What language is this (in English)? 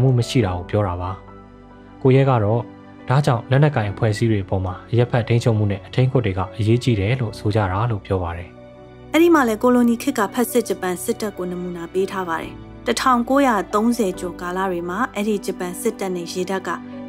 Burmese